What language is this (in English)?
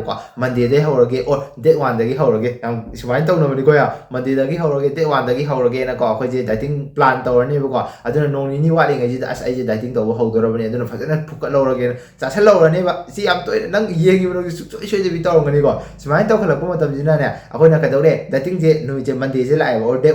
Manipuri